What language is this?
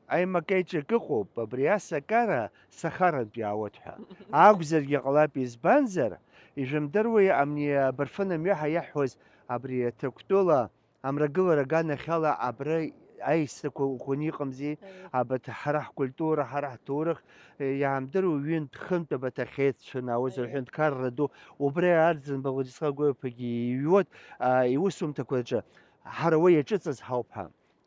Abkhazian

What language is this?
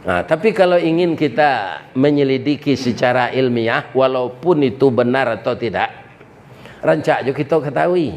Minangkabau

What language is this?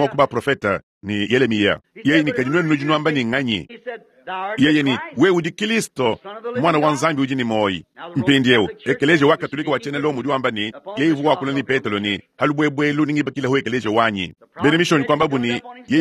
Luba-Lulua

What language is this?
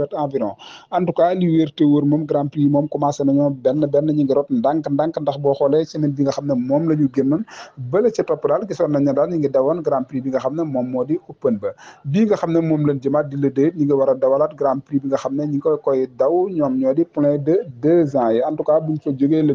Wolof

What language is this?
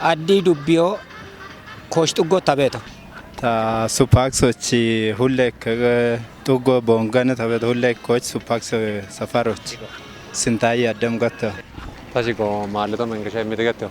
Kafa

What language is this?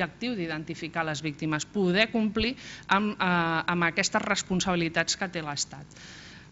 Catalan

